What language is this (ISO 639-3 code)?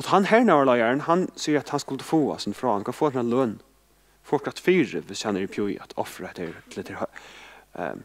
fao